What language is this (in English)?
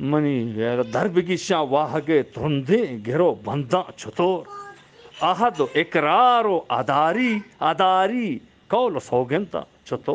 Eastern Balochi